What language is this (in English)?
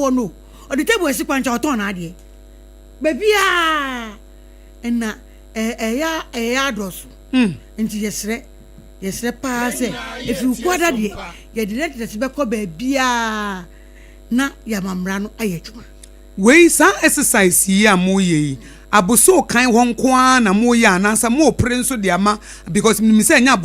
Akan